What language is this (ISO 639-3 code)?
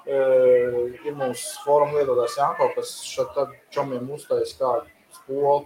lav